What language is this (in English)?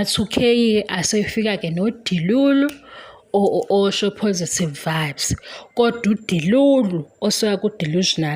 Zulu